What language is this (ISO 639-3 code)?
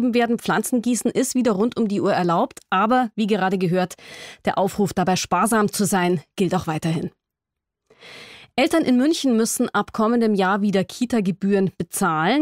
deu